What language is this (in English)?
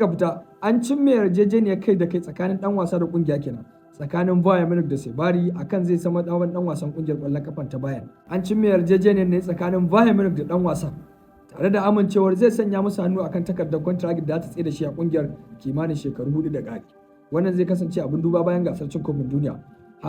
Hausa